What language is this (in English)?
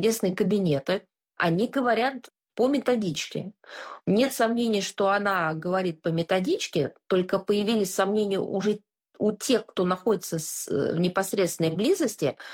Russian